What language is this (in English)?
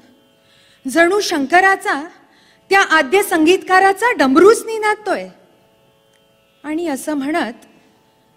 Marathi